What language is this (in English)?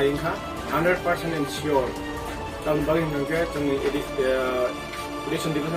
Kok Borok